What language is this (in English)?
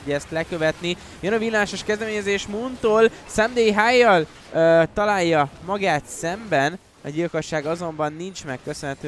Hungarian